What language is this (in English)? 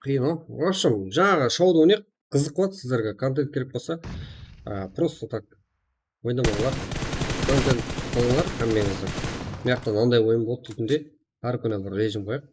Kara-Kalpak